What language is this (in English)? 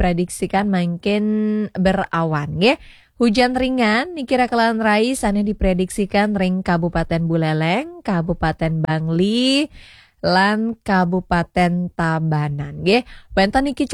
Balinese